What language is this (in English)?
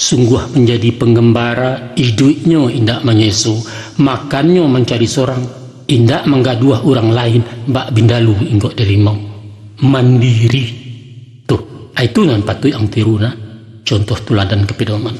Minangkabau